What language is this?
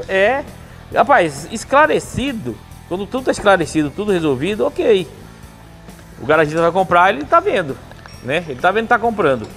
Portuguese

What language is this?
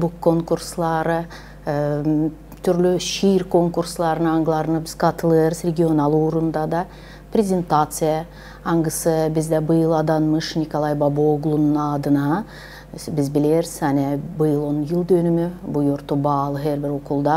Gagauz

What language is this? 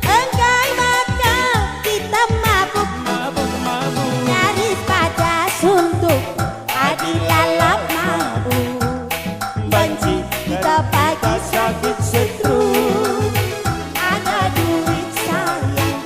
Batak Karo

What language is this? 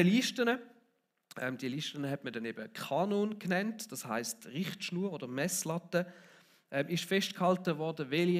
Swiss German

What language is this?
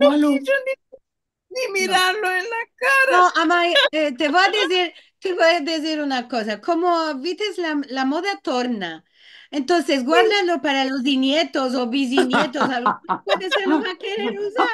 Ladino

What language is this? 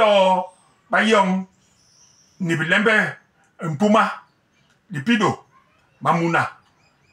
Basaa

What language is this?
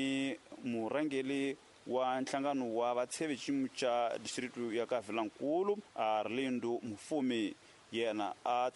Tsonga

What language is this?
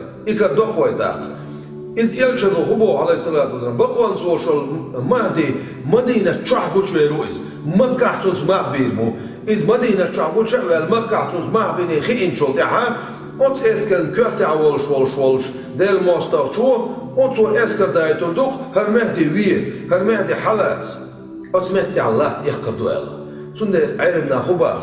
Chechen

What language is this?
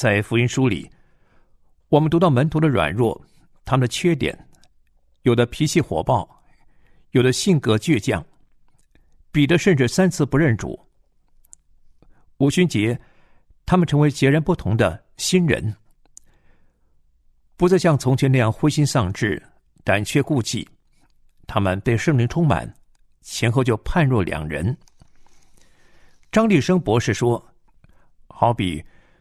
Chinese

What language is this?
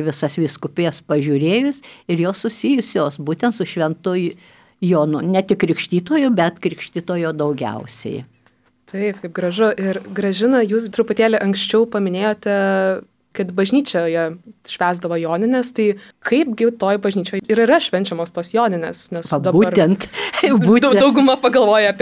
Lithuanian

